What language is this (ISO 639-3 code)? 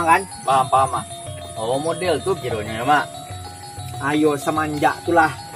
min